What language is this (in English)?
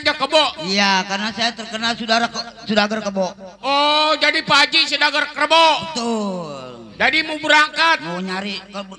Betawi